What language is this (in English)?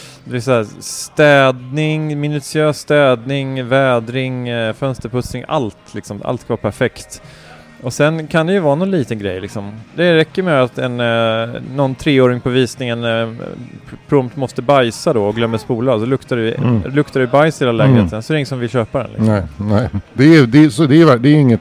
Swedish